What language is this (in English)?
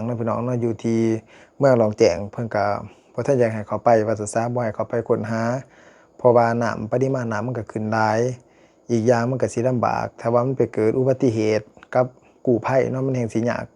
Lao